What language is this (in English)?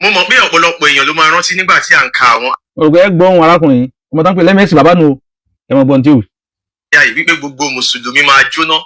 Yoruba